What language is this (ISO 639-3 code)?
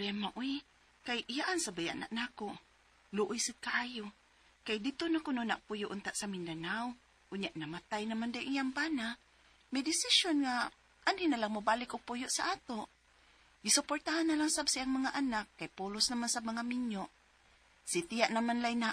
ceb